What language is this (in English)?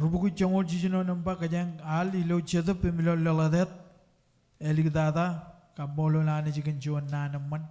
Marshallese